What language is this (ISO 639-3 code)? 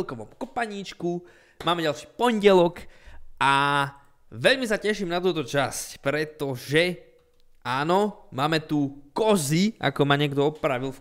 slk